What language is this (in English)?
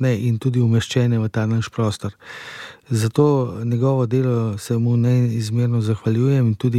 Slovenian